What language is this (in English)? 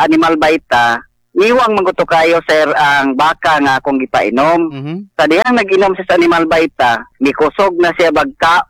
Cebuano